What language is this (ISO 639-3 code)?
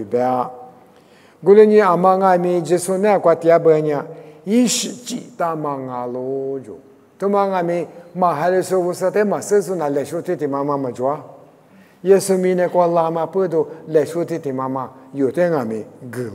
lis